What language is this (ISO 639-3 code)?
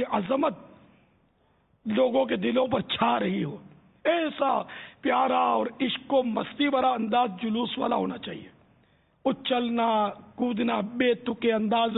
urd